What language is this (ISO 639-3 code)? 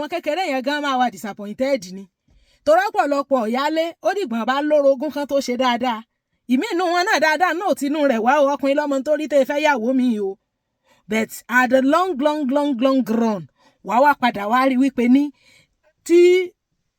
yor